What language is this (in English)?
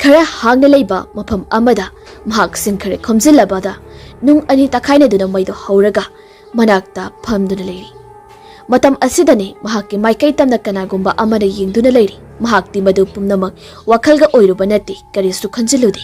Manipuri